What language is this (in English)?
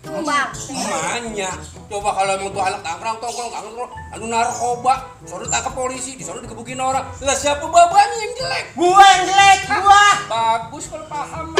Betawi